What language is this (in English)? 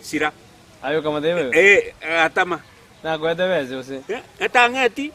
Gusii